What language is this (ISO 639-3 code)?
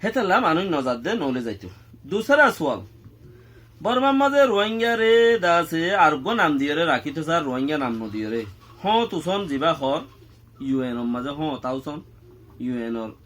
rhg